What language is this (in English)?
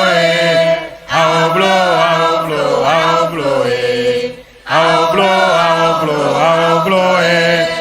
Ewe